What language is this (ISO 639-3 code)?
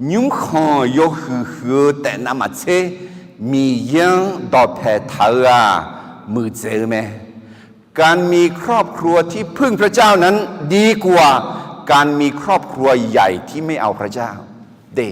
ahk